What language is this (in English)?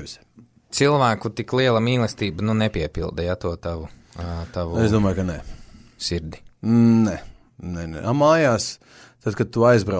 Latvian